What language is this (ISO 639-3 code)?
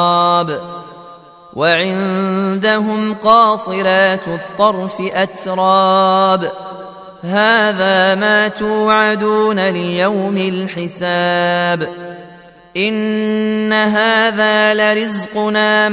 ara